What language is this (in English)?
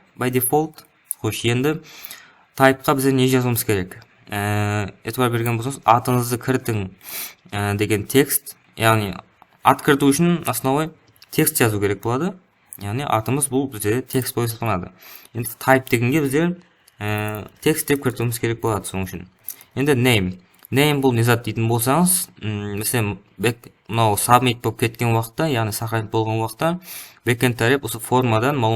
Kara-Kalpak